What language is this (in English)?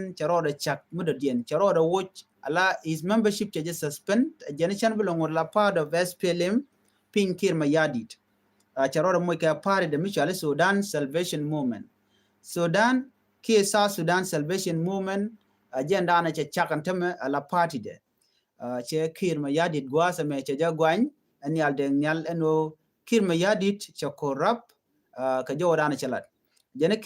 Nuer